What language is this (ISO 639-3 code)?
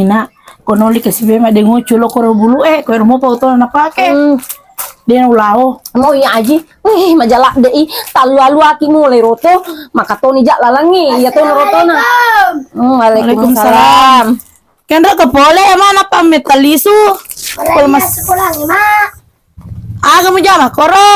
bug